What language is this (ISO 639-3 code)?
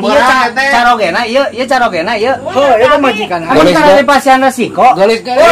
sun